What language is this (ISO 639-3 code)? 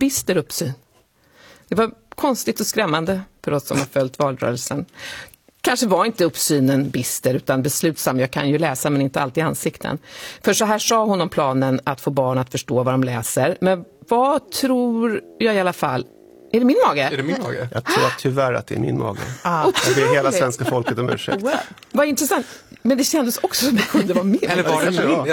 swe